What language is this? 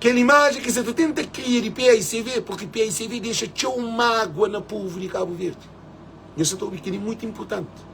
Kabuverdianu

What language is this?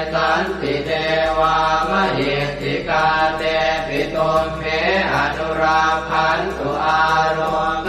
Pali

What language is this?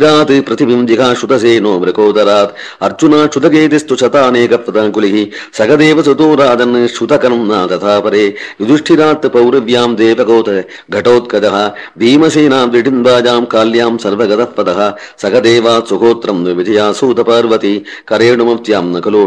Sanskrit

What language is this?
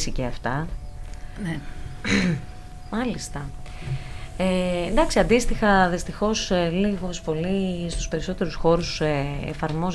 Greek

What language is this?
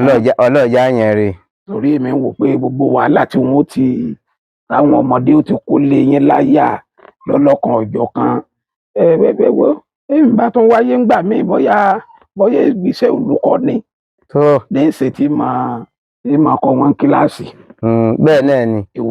Yoruba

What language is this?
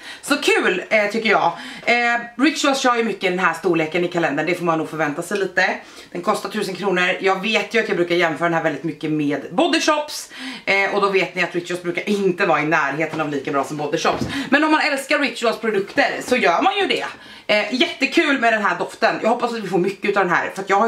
Swedish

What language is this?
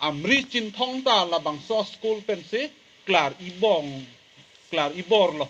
Karbi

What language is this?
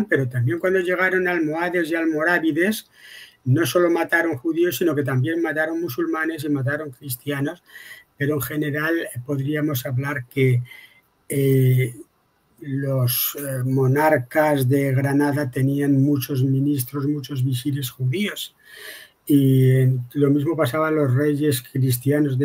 Ladino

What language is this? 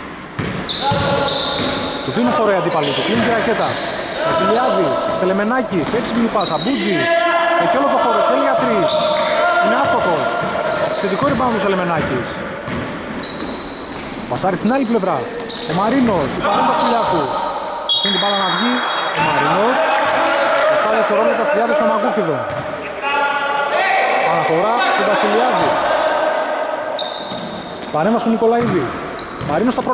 Greek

